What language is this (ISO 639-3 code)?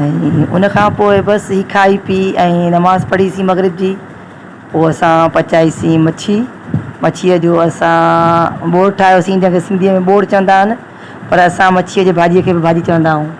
snd